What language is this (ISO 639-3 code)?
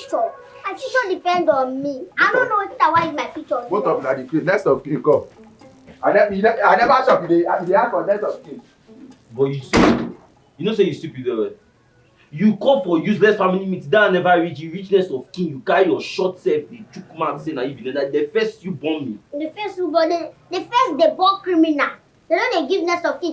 pcm